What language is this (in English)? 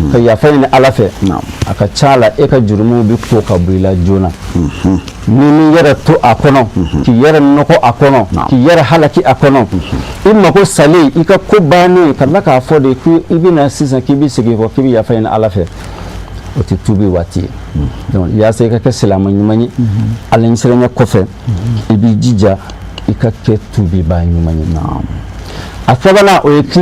Bambara